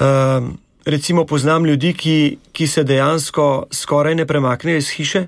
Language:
Slovenian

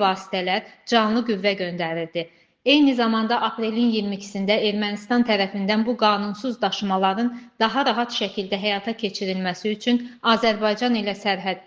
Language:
Azerbaijani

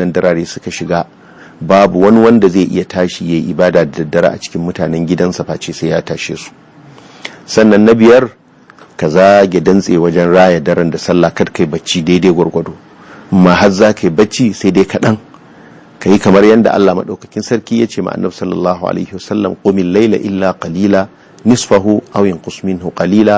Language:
Hausa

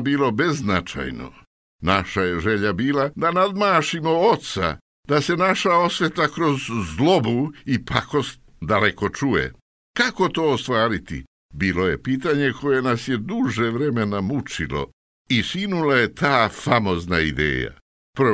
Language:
Serbian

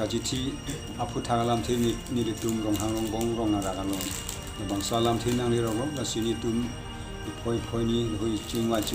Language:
Karbi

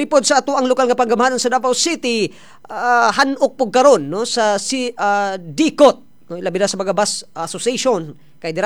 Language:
Cebuano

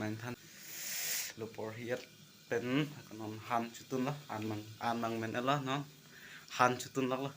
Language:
Karbi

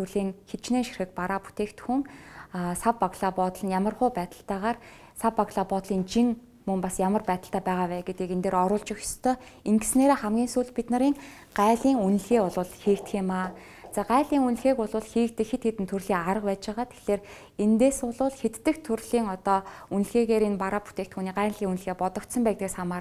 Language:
Mongolian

